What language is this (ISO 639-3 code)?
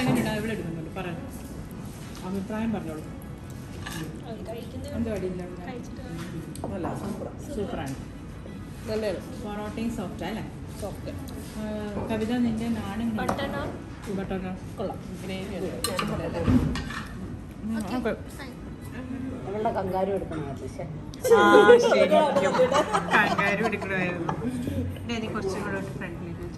mal